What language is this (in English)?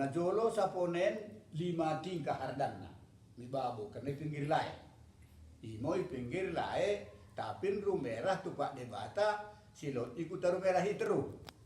Batak Dairi